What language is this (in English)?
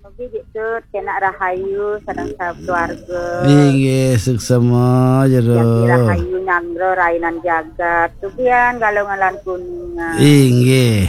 Balinese